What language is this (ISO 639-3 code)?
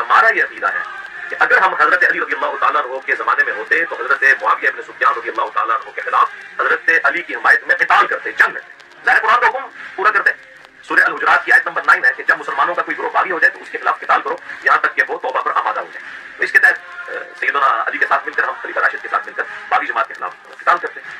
urd